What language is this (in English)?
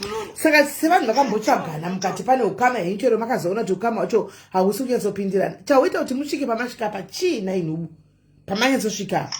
Shona